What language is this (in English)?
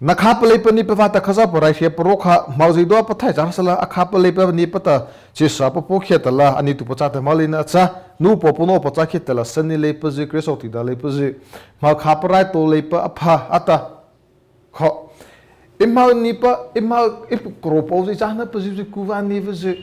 Mara Chin